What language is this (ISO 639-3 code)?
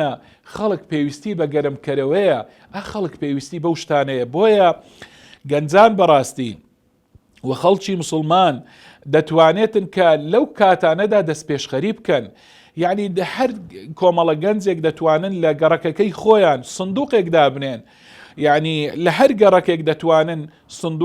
ckb